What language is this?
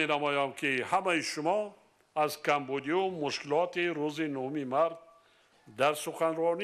Tajik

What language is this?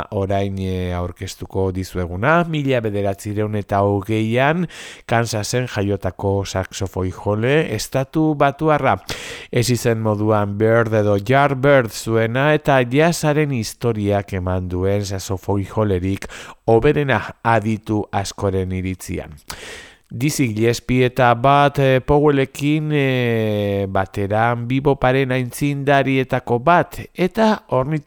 Basque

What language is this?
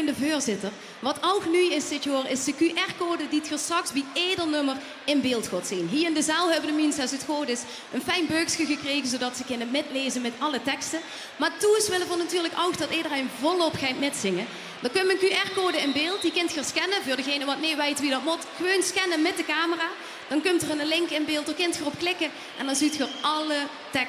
Limburgish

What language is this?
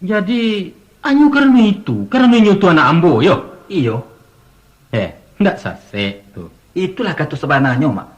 Minangkabau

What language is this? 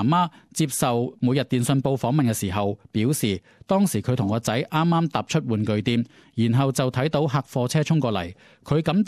Cantonese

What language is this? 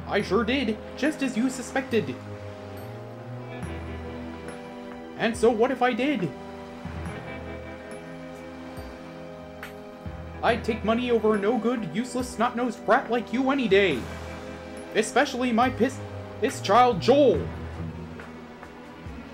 English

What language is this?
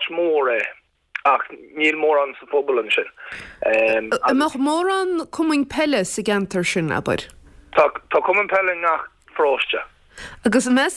Irish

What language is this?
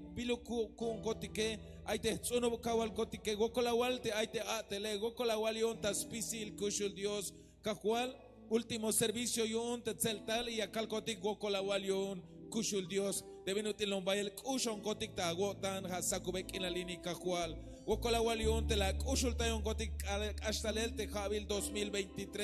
Tzeltal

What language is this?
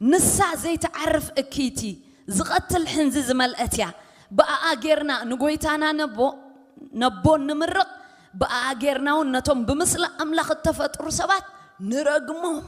Tigrinya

